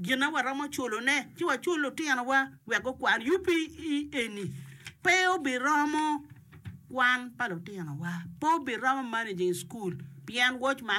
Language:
Acoli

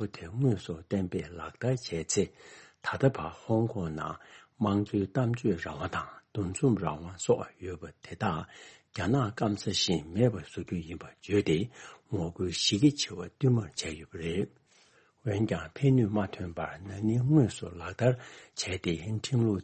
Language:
Tibetan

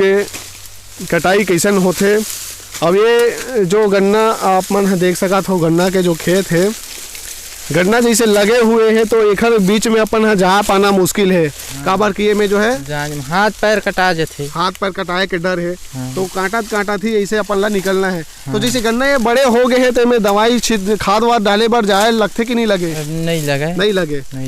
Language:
Chhattisgarhi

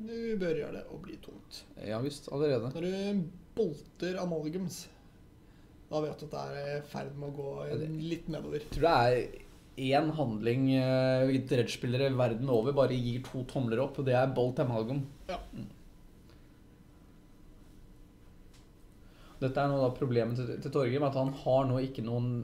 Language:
Norwegian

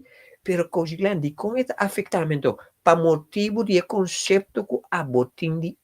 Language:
Papiamento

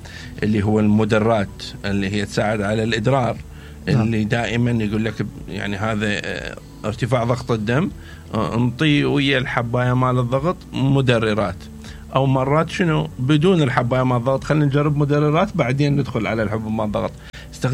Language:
Mesopotamian Arabic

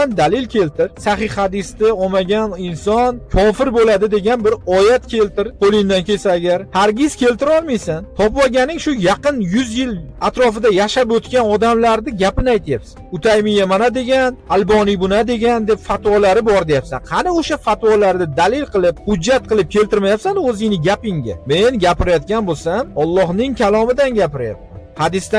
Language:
Uzbek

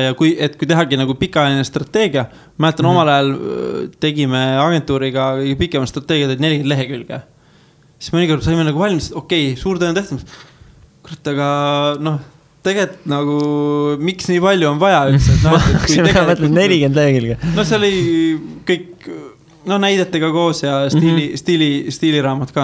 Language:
Estonian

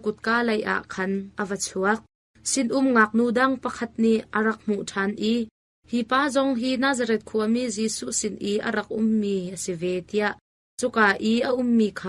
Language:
Hakha Chin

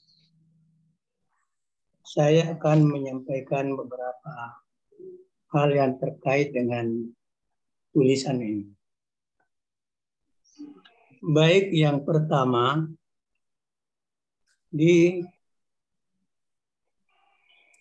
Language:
Indonesian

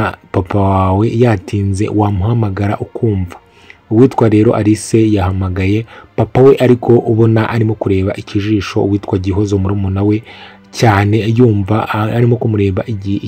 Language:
Kinyarwanda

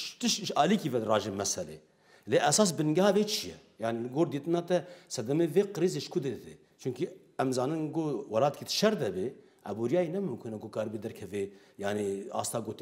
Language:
Kurdish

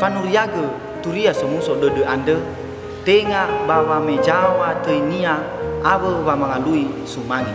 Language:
Nias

